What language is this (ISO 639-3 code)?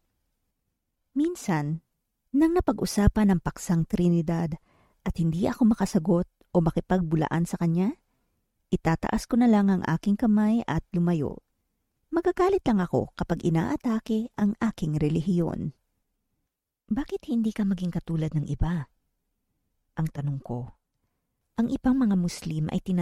fil